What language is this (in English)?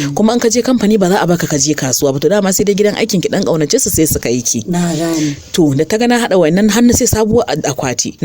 Hausa